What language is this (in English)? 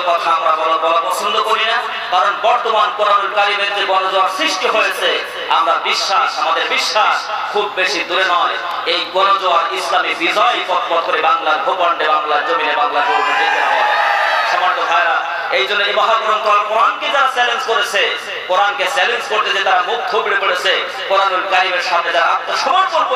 Bangla